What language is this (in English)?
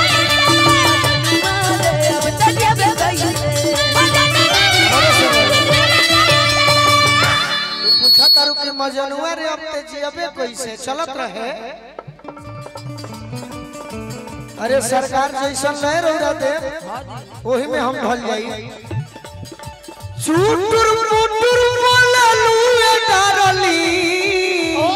Bhojpuri